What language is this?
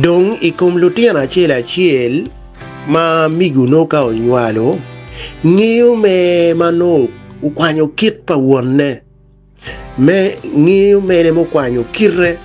Acoli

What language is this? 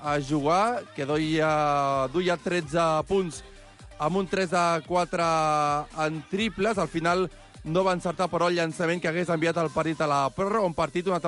Catalan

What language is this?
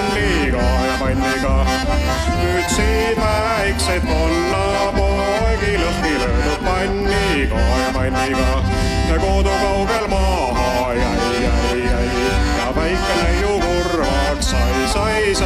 Estonian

